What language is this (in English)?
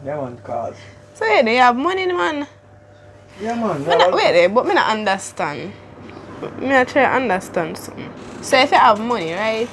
Jamaican Creole English